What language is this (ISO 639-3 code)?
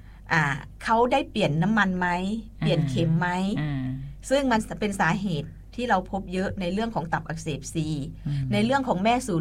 tha